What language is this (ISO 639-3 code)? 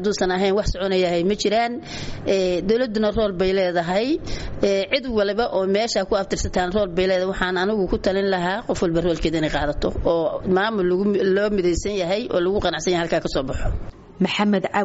som